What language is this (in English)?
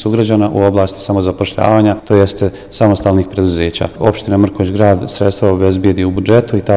Serbian